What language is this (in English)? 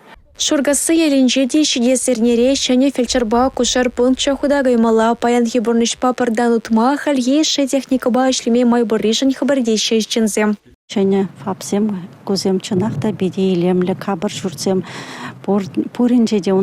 Chuvash